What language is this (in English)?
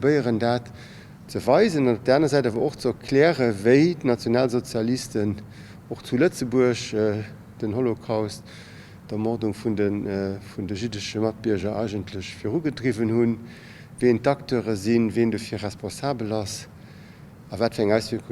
Luxembourgish